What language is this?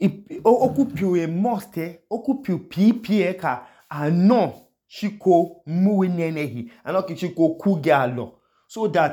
Idoma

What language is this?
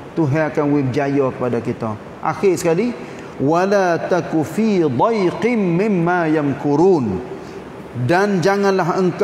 Malay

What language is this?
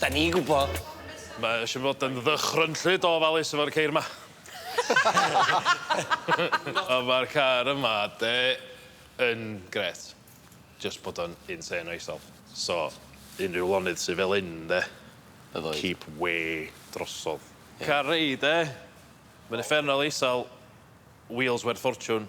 Welsh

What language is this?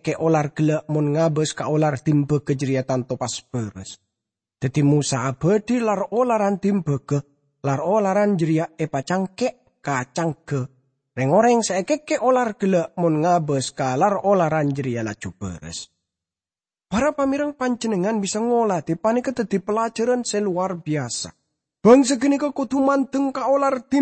Madurese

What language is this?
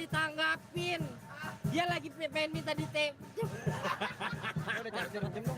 Betawi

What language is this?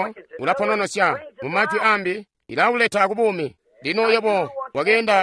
Tonga (Zambia)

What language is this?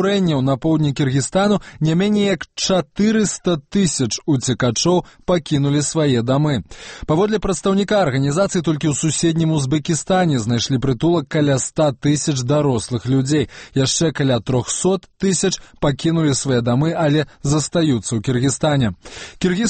Belarusian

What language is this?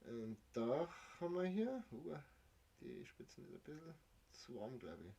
Bavarian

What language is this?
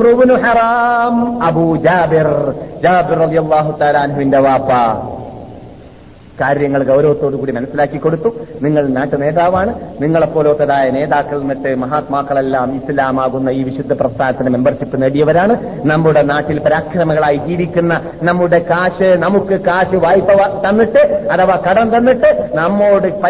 Malayalam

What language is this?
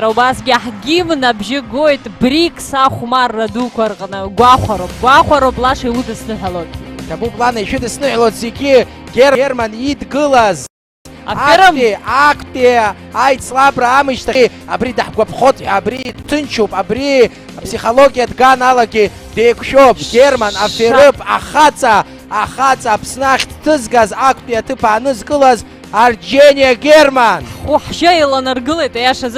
Abkhazian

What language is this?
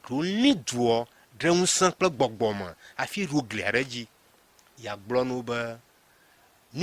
Ewe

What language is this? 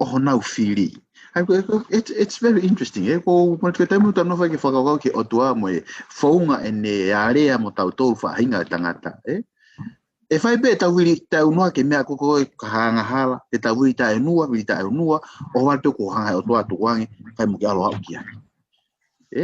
Tongan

